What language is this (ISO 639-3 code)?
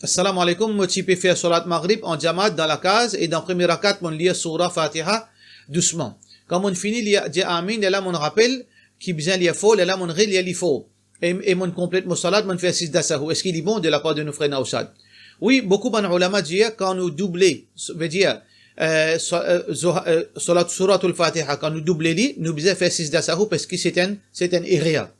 mfe